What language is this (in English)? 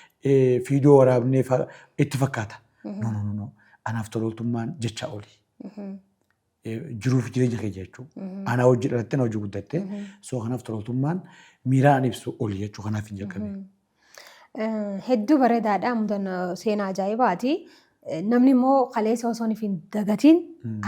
Oromo